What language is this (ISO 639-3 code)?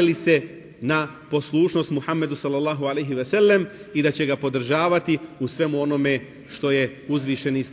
bos